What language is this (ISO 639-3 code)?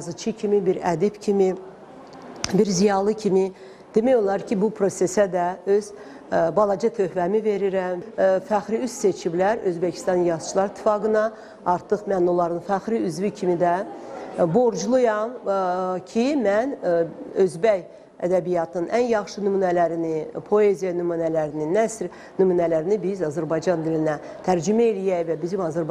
aze